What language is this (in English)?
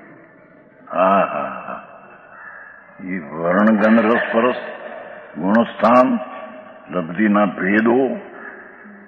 Gujarati